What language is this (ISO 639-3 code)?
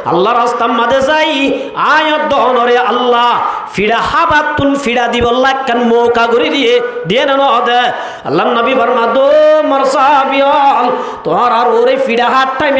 rhg